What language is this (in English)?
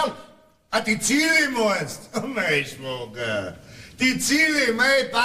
Bavarian